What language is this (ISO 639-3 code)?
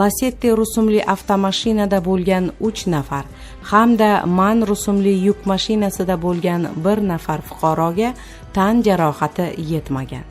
uzb